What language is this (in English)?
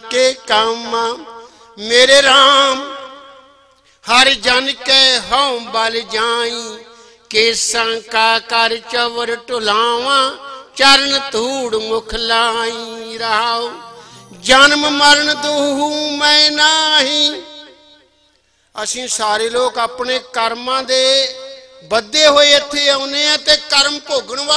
Punjabi